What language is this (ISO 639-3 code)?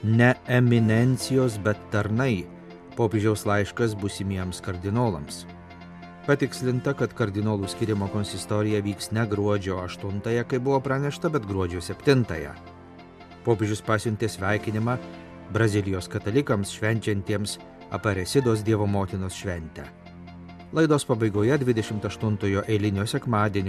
lit